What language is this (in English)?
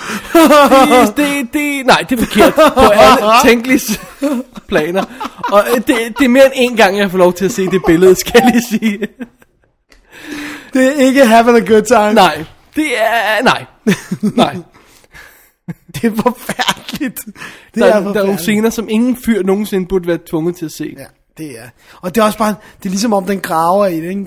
Danish